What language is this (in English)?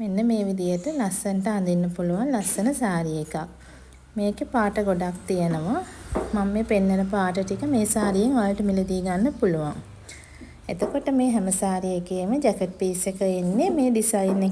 Sinhala